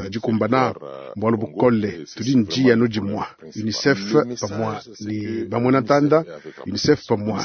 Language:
Luba-Lulua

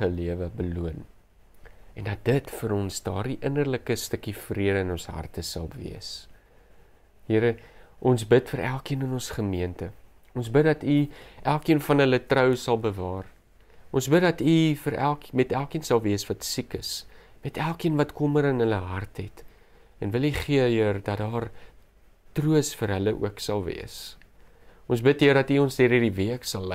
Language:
Afrikaans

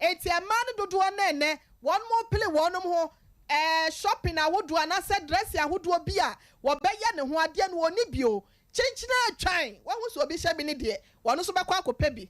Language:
Akan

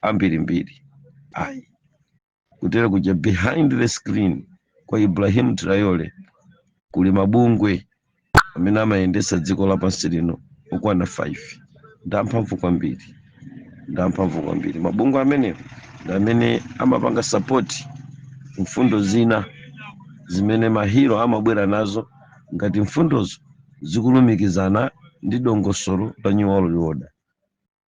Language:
Nyanja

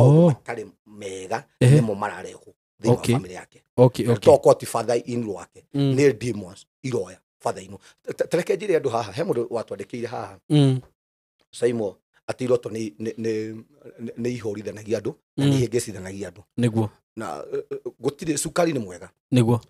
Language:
Kikuyu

